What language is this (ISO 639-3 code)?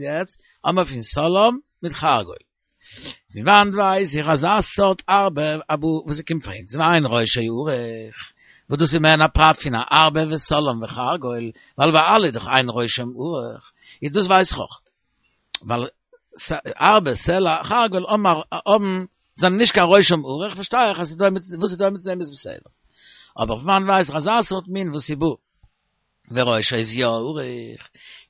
yid